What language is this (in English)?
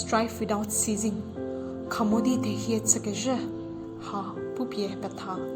Angami Naga